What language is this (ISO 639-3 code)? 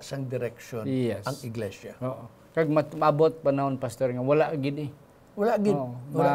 hil